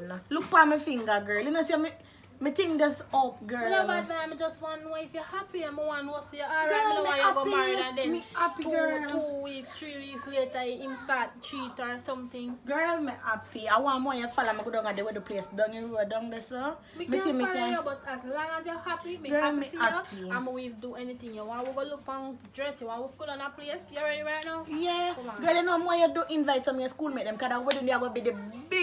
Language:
Jamaican Creole English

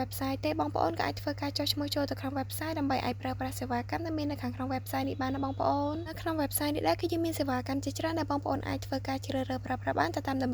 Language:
Khmer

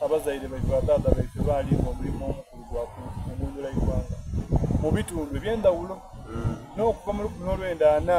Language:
Soga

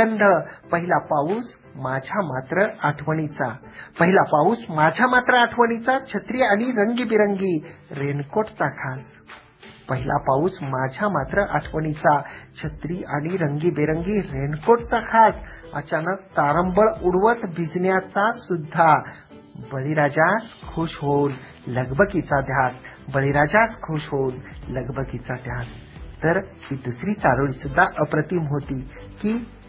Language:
Marathi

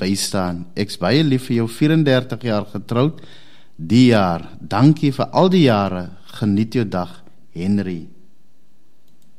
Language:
Afrikaans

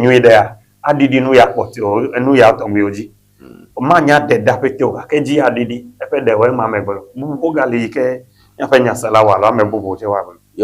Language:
Ewe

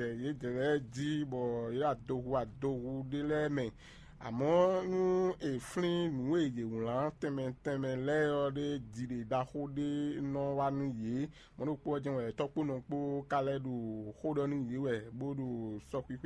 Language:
Fon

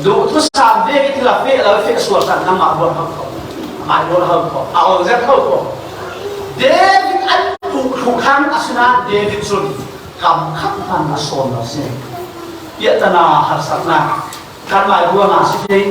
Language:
Falam Chin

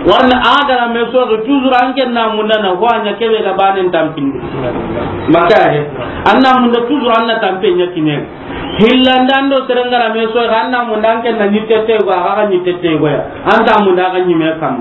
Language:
Soninke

